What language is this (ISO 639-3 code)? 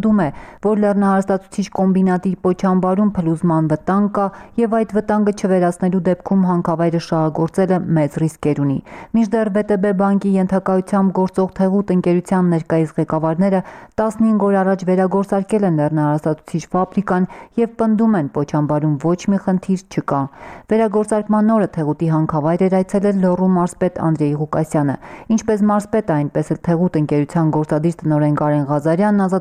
hye